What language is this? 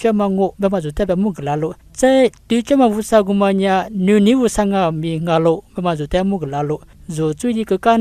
Lisu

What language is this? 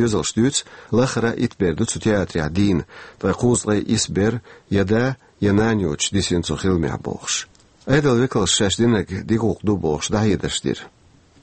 Chechen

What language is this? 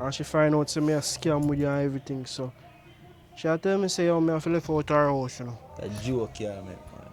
Jamaican Creole English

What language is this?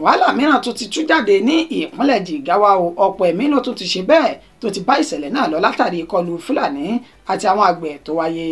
Yoruba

